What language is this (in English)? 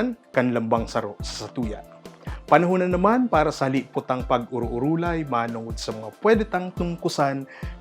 Bikol